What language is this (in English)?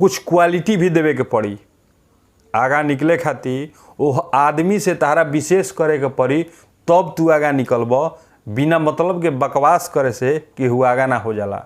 Bhojpuri